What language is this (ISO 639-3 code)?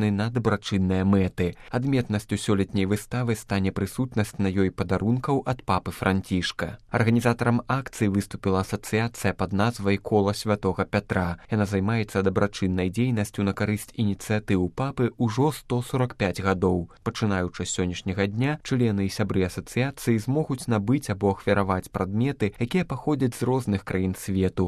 bel